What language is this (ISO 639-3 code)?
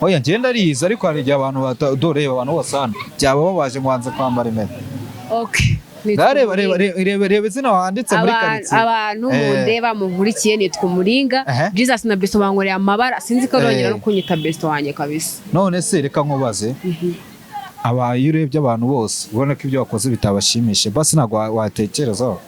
kin